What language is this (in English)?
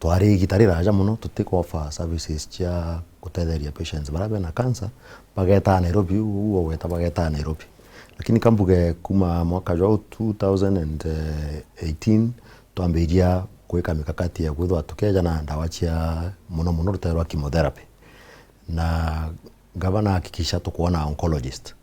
Meru